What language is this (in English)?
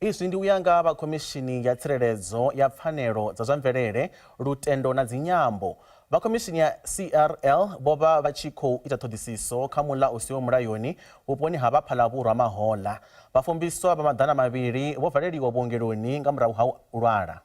Venda